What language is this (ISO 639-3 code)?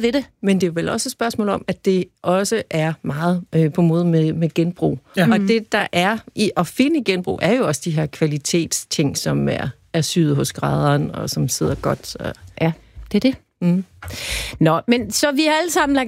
dan